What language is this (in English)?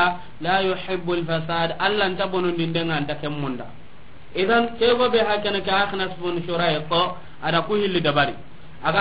Soninke